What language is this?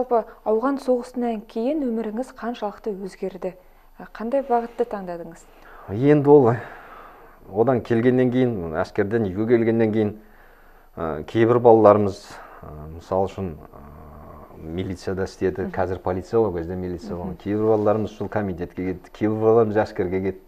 Kazakh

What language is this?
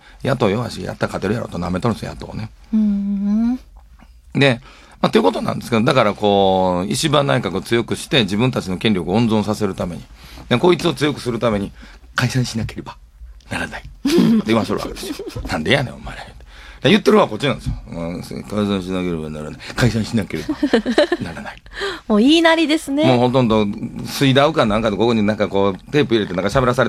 Japanese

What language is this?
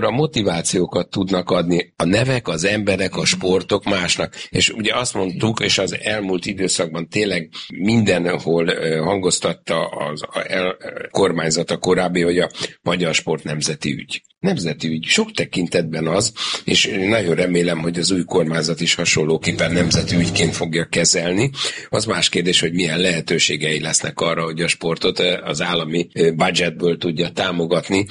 Hungarian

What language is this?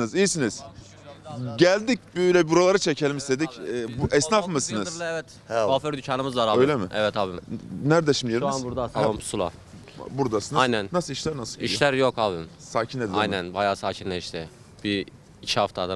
Turkish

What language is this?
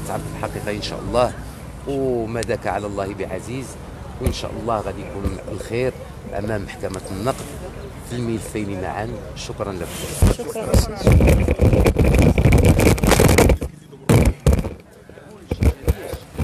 Moroccan Arabic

